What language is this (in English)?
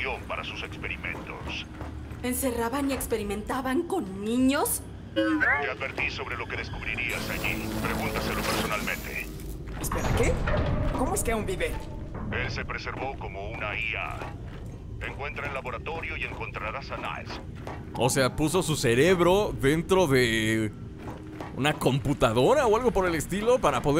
Spanish